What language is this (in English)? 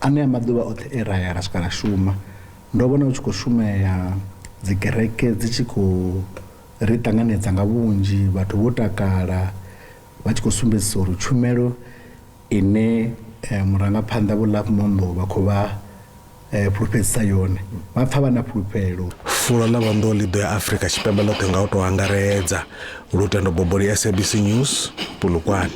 Venda